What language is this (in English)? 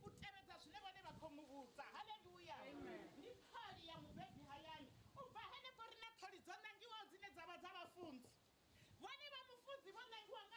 Venda